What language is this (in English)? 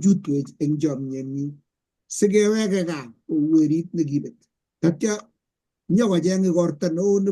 Kalenjin